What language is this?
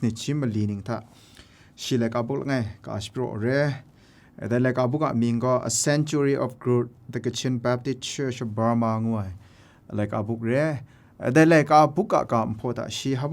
Kachin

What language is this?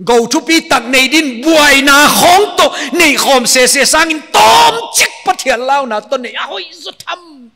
Paite Chin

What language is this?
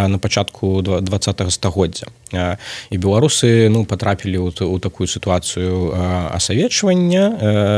Belarusian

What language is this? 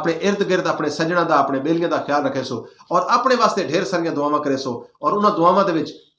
Western Panjabi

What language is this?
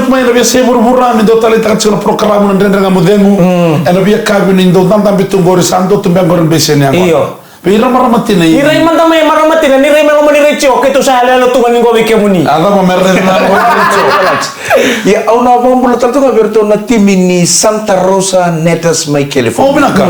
Fijian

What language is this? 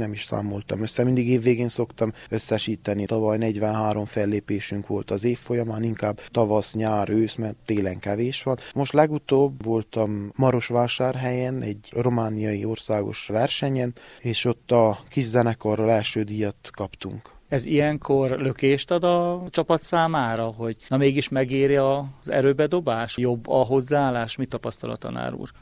Hungarian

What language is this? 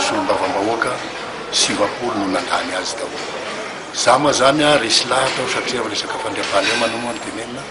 Malagasy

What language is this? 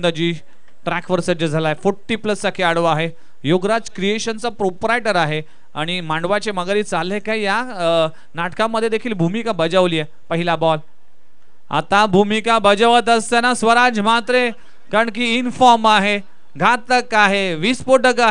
Marathi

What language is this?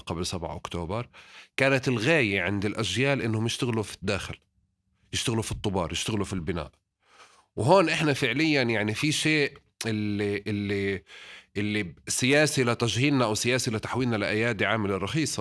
North Levantine Arabic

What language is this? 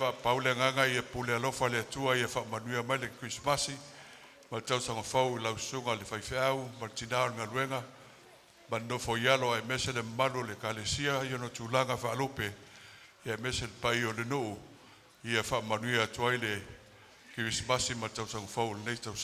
Samoan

